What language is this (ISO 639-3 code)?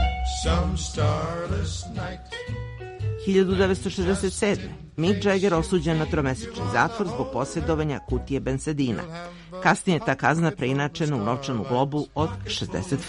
srp